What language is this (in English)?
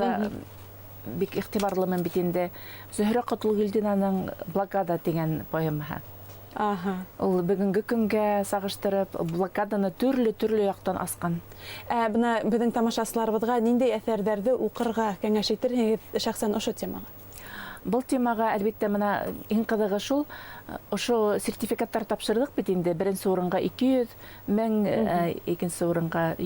Bashkir